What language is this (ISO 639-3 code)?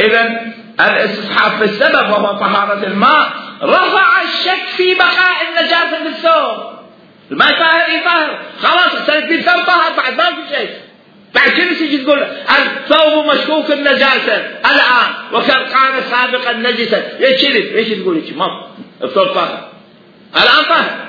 acm